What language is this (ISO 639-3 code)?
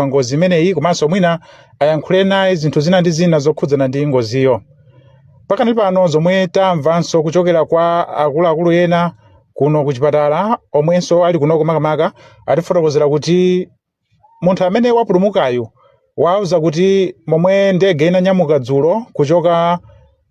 nya